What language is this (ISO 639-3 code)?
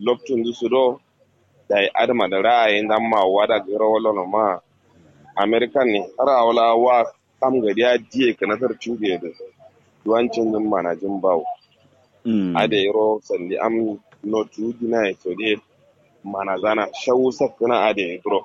kau